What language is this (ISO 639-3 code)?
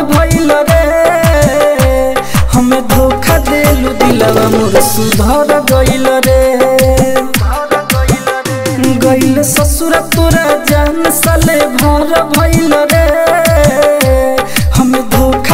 bho